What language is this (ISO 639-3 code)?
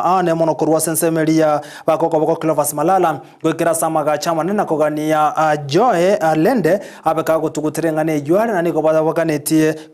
guz